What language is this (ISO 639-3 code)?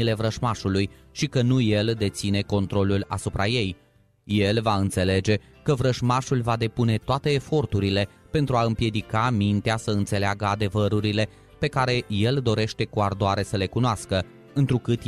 ron